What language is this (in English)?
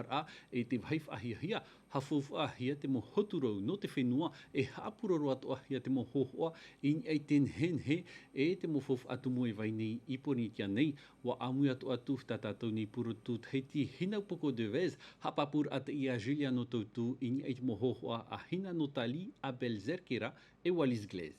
Tahitian